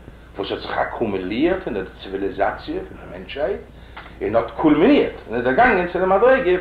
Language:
Yiddish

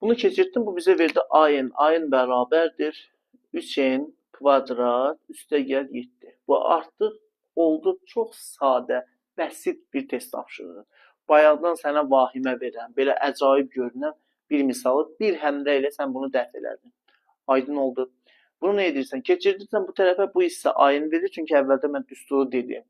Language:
Azerbaijani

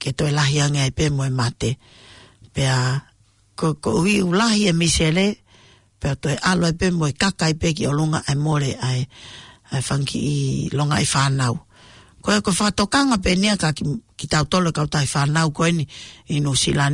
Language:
Tongan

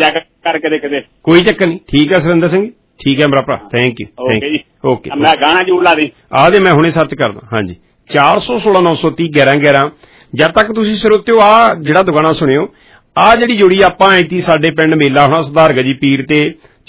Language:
Punjabi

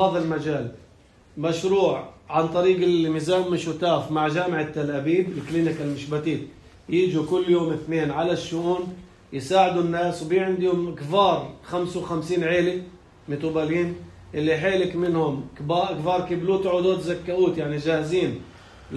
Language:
North Levantine Arabic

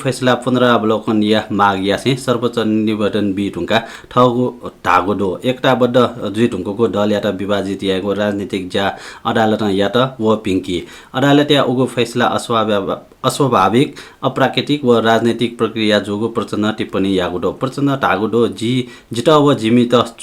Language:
Newari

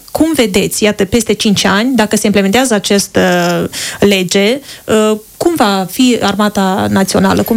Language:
Romanian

